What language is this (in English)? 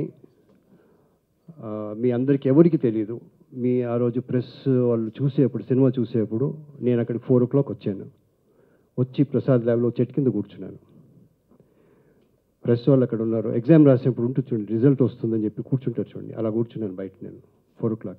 Telugu